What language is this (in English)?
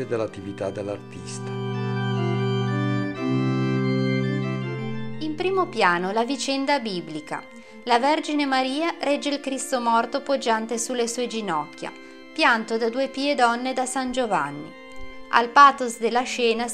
Italian